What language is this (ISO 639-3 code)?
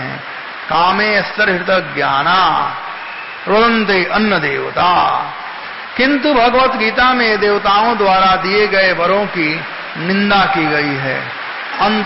hin